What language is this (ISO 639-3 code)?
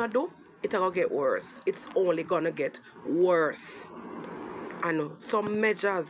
jam